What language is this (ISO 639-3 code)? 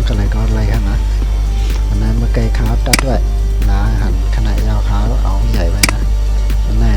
shn